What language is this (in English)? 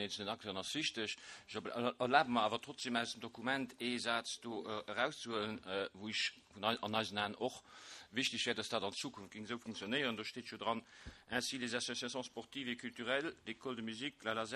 Luxembourgish